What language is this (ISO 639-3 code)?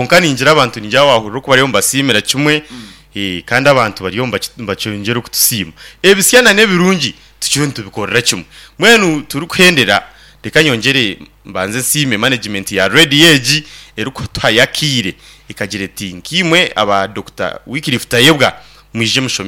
nyn